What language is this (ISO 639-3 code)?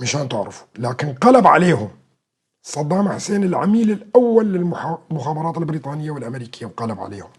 apc